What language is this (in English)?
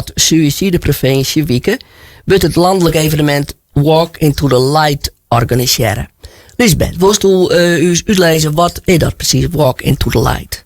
Western Frisian